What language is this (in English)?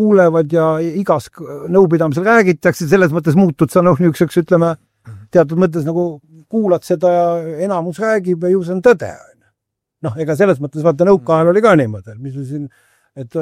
Estonian